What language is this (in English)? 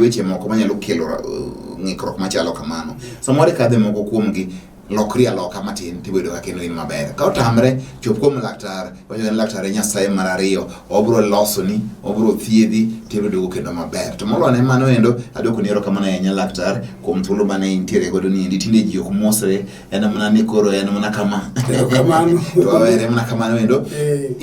Luo (Kenya and Tanzania)